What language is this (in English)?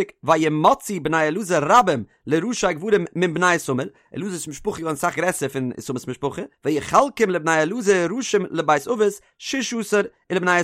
Yiddish